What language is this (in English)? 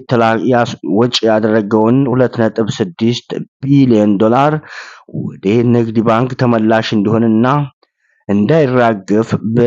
Amharic